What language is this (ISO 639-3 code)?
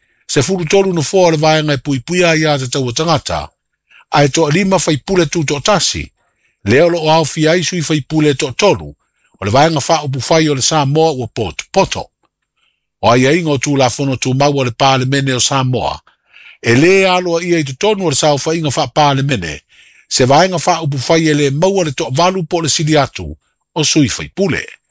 smo